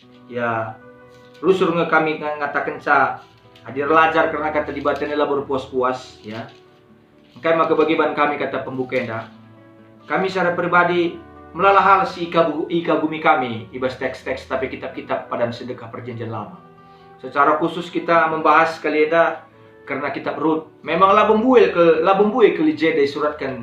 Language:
Batak Karo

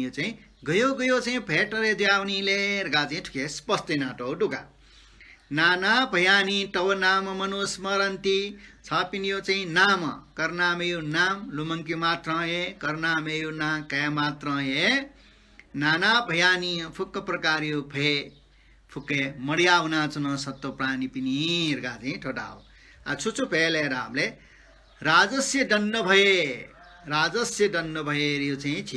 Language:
Newari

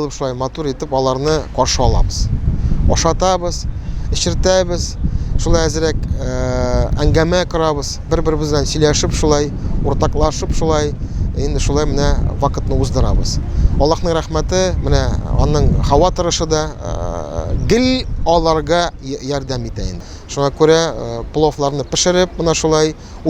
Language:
Tatar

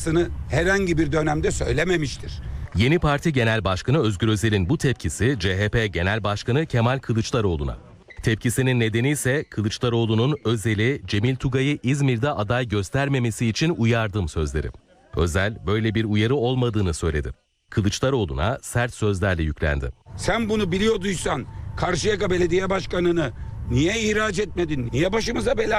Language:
Turkish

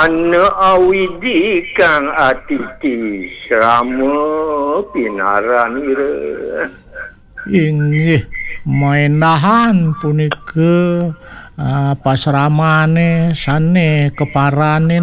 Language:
Balinese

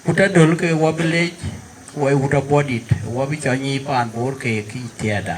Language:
Dinka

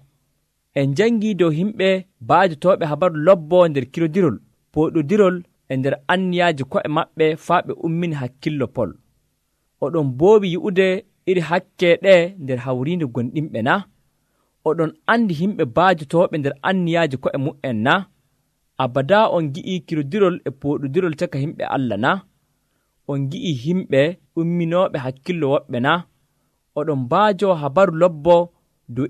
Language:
Nigerian Fulfulde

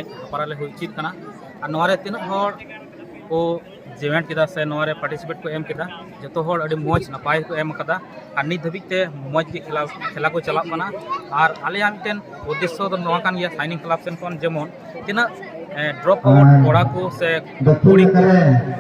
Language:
Santali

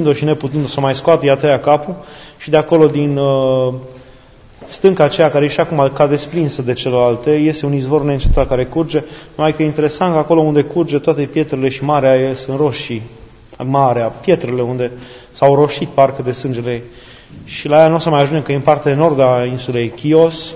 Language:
Romanian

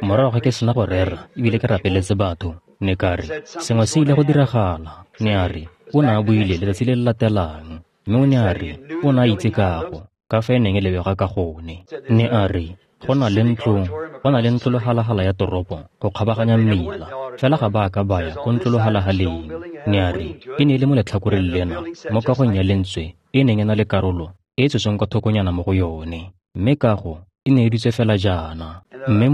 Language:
Tswana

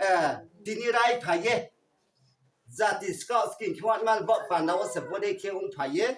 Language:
Riang (India)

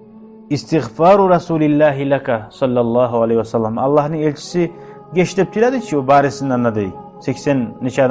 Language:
Kumyk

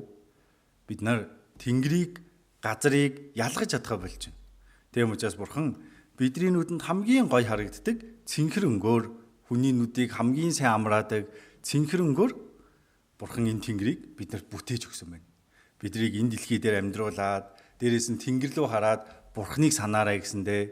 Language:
Mongolian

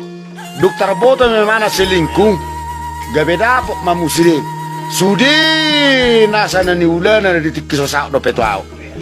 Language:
Batak Toba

